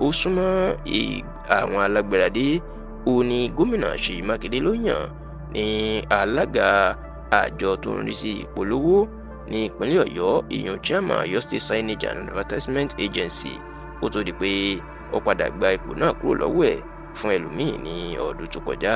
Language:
Yoruba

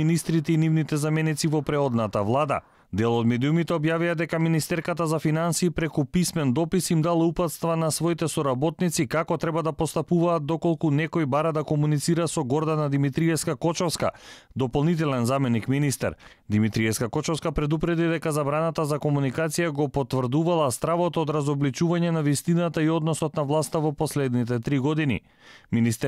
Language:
Macedonian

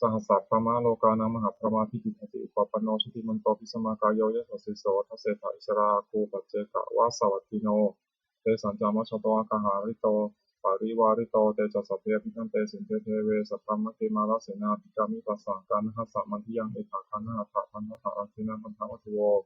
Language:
Pali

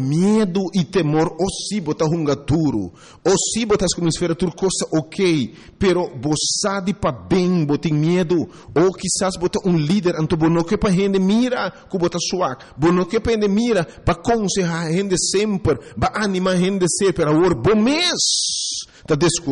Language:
Papiamento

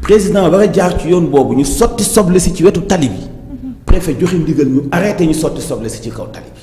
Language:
Wolof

